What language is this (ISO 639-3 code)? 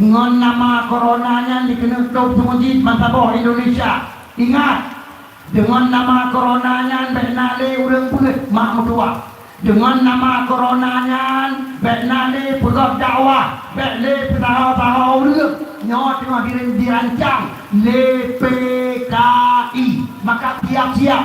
ace